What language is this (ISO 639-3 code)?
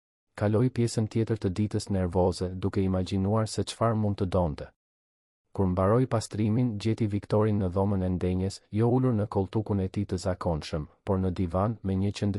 sqi